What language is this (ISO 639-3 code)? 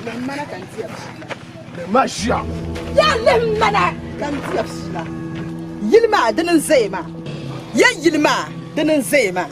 dag